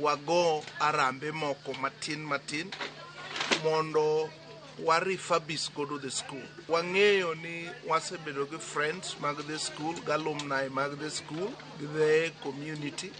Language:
Luo (Kenya and Tanzania)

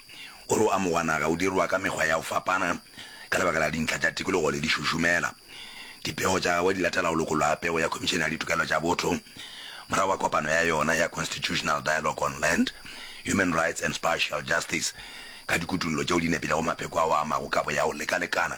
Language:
Northern Sotho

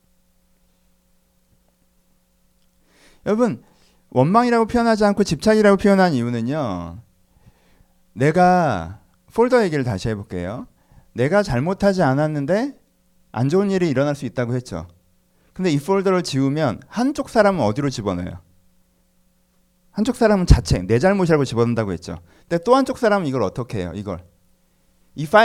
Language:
Korean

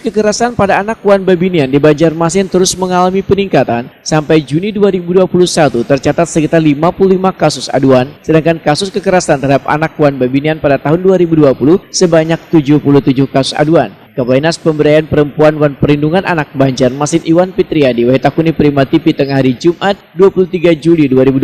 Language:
Banjar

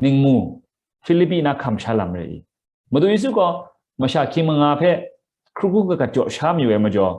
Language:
Kachin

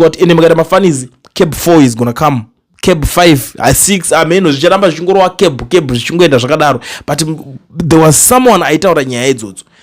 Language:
Shona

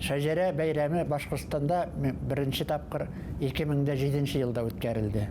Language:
Bashkir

